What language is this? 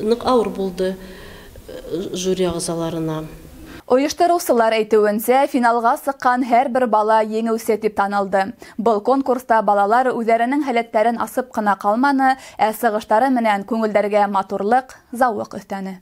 Bashkir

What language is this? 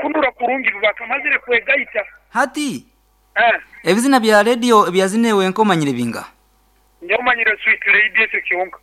Nyankole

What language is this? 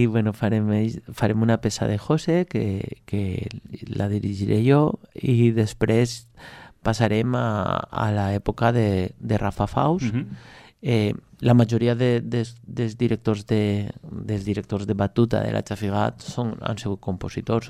Catalan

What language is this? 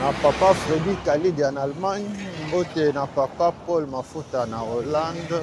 Lingala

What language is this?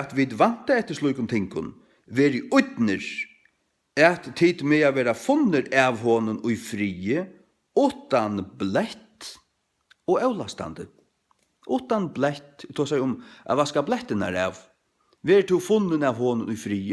Faroese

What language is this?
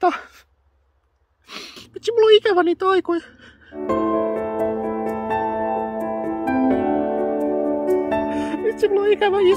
Finnish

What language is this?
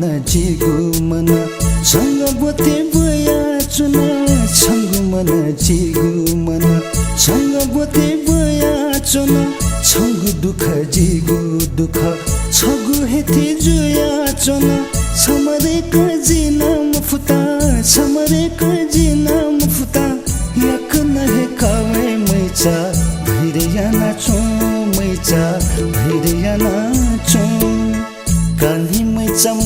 Newari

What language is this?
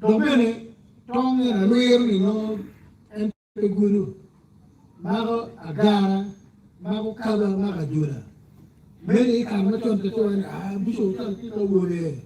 Acoli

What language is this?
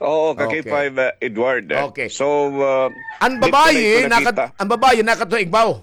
Waray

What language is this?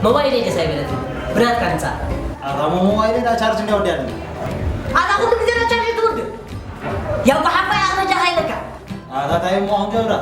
Tigrinya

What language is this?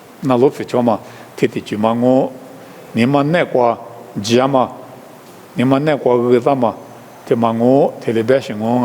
Lisu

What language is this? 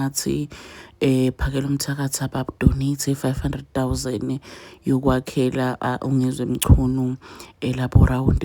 Zulu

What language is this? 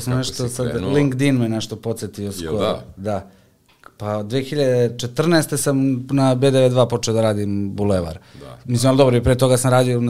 Serbian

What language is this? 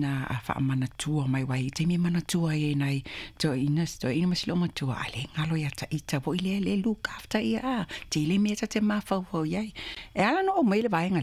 Samoan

